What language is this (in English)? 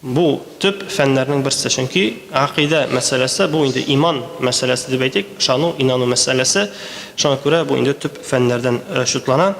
Tatar